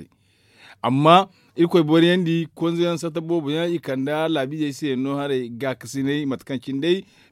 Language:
Zarma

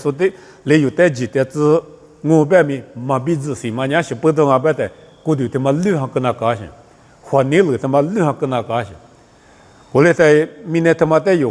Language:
Lisu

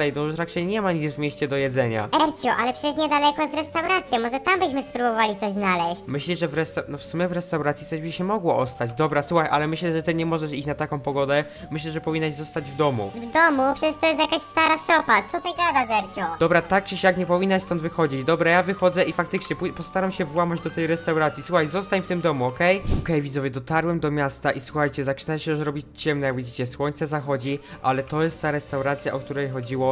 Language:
Polish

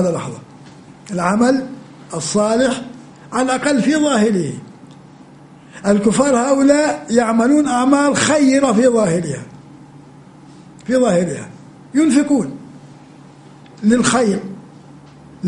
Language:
Arabic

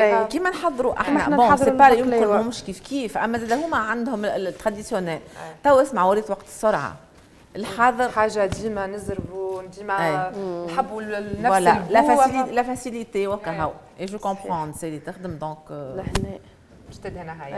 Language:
Tunisian Arabic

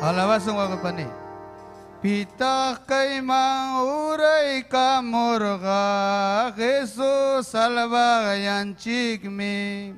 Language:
Ayacucho Quechua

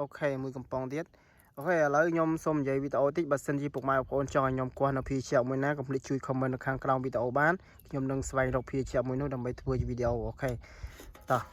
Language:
Khmer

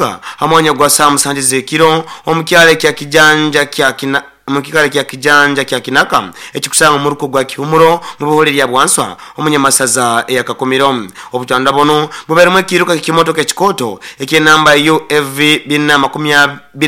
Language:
Nyoro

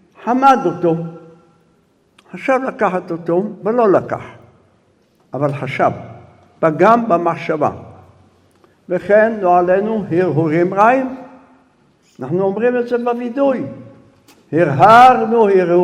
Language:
Hebrew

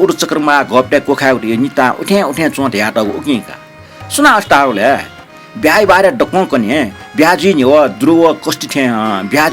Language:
Newari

